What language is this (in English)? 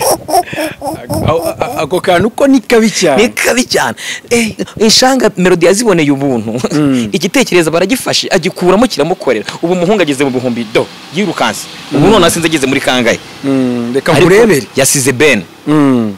Kinyarwanda